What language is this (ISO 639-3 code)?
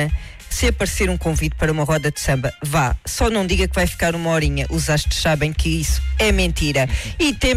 por